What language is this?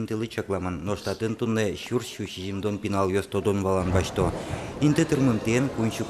Udmurt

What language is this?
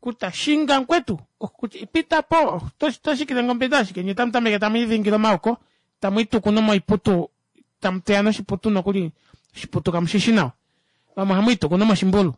Kuanyama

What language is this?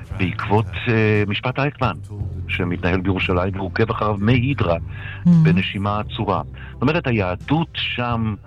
Hebrew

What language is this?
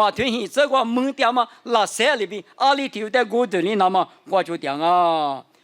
Lisu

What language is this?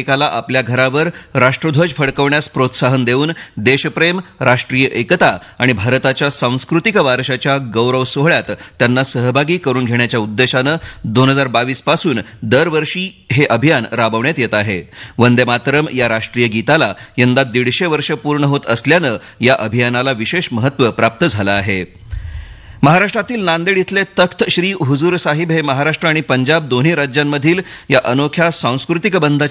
Marathi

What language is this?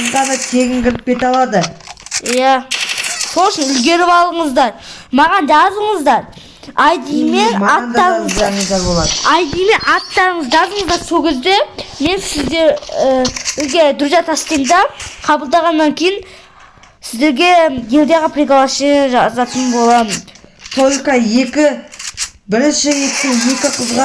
Kazakh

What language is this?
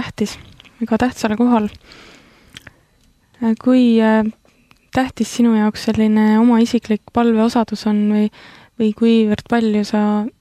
Estonian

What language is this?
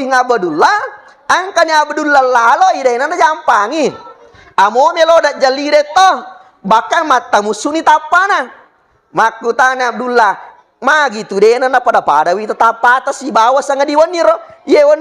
Buginese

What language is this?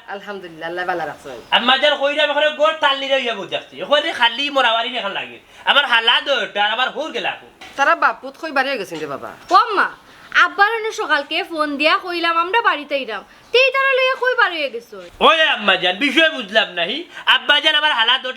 Sylheti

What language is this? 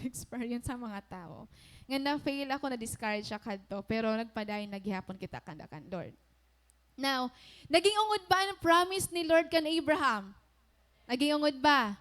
Waray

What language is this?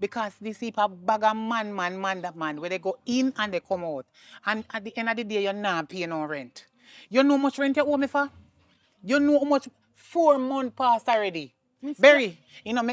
Jamaican Creole English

